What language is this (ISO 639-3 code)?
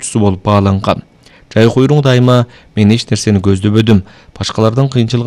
kir